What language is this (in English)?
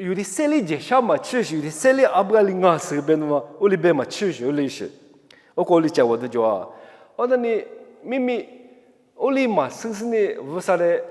Lisu